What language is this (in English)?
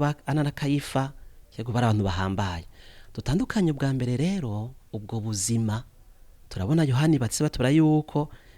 Rundi